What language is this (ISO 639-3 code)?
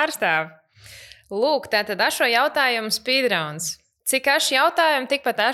lav